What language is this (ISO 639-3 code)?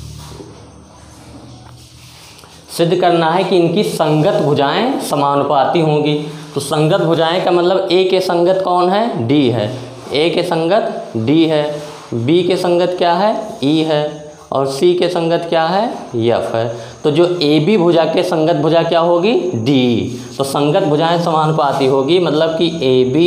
hin